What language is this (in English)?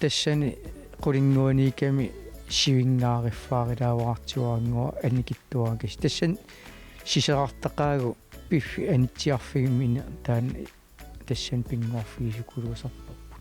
Kalaallisut